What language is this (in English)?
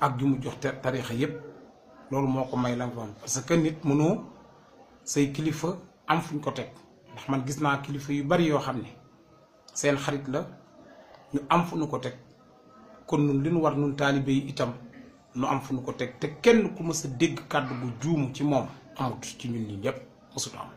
Wolof